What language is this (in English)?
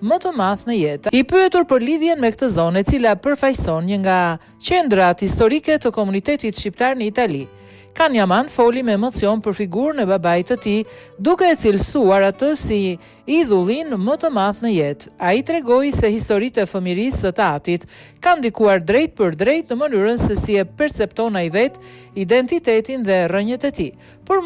Albanian